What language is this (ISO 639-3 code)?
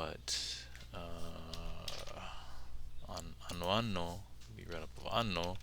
haw